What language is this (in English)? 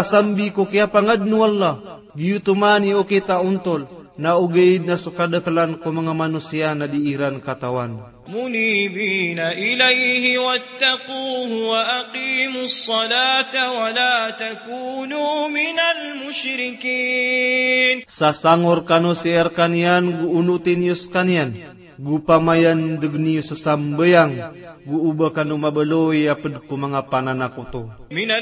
Maranao